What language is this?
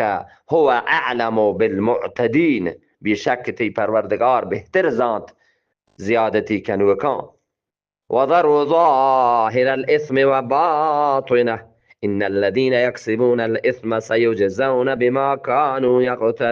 Eastern Balochi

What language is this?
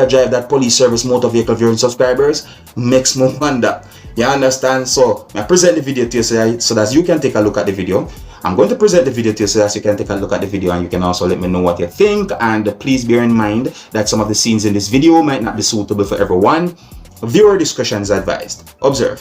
Jamaican Creole English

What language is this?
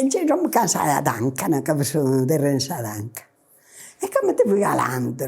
Sardinian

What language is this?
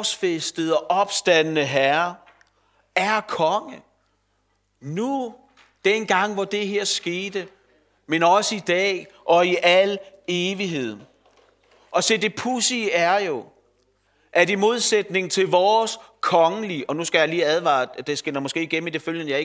Danish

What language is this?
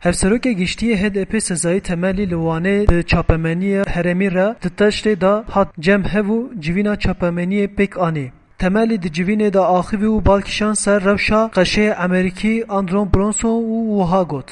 Kurdish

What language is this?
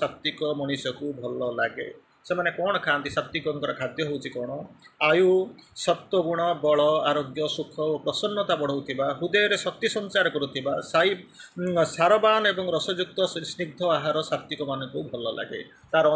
Odia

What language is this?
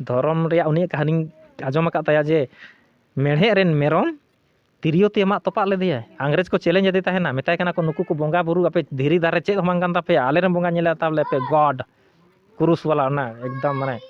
Santali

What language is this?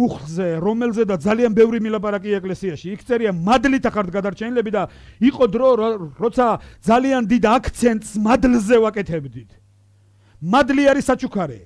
Georgian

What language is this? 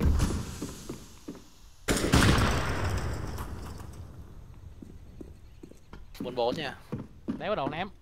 Vietnamese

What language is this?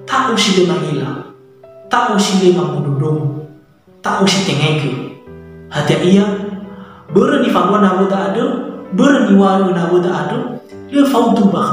Nias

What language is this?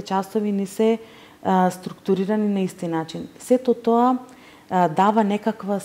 Macedonian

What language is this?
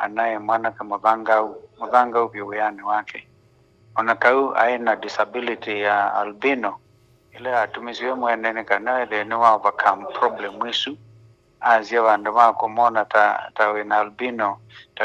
Kamba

